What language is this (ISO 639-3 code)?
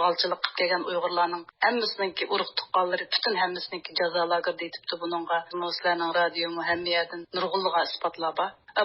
uig